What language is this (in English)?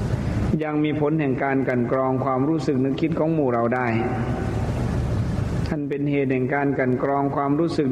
Thai